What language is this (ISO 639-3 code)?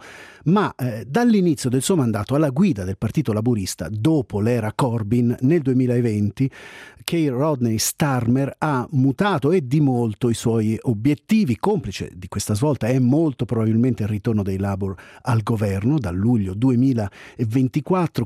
ita